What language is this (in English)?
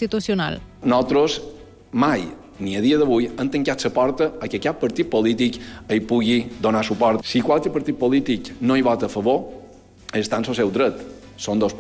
Catalan